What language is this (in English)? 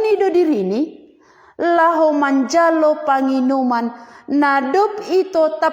Batak Simalungun